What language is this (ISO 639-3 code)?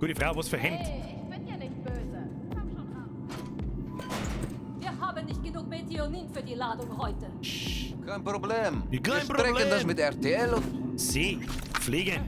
bar